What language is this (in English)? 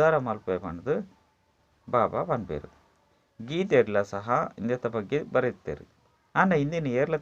Tulu